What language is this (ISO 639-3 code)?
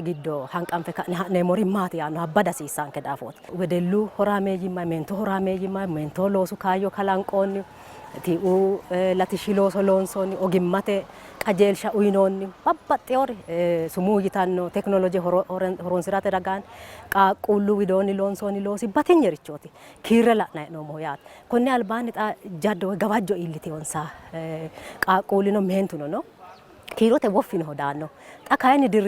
sid